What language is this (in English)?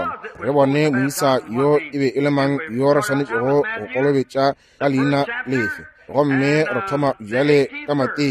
Northern Sotho